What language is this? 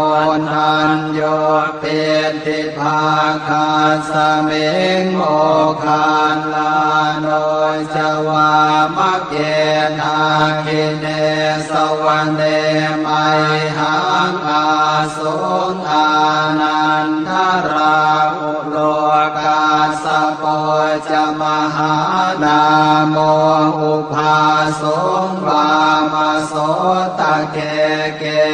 Pali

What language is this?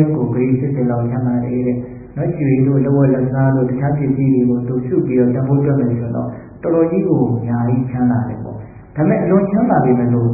Burmese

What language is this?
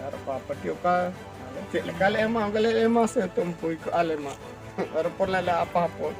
Santali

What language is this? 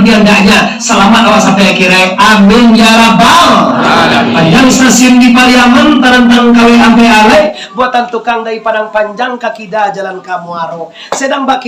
Minangkabau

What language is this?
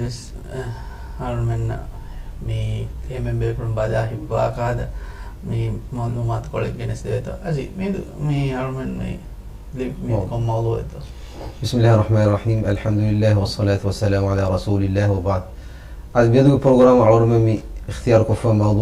Divehi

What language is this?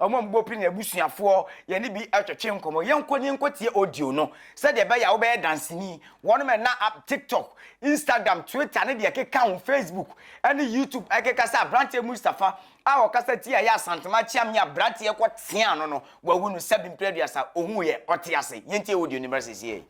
Akan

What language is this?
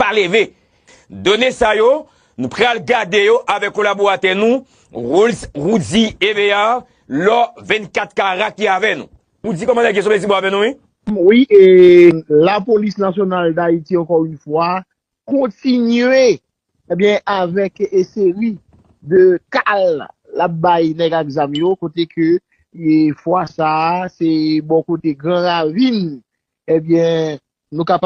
Haitian Creole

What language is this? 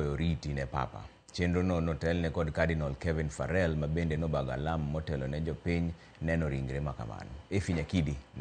Luo (Kenya and Tanzania)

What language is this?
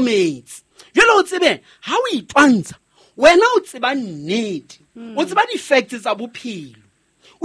Southern Sotho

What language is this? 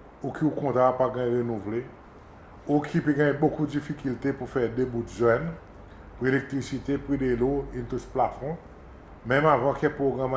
Seselwa Creole French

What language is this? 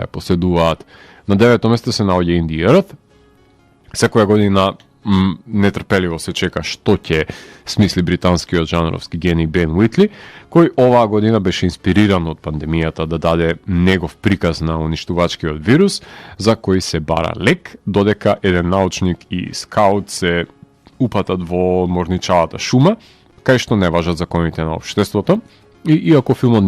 Macedonian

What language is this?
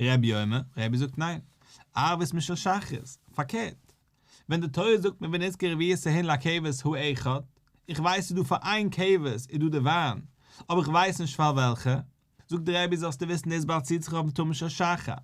Yiddish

